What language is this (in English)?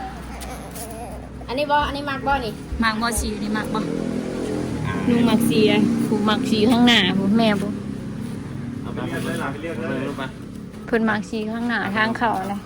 Northeastern Thai